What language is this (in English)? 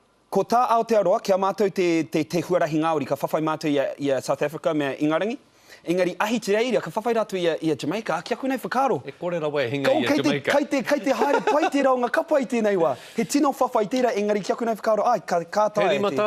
Māori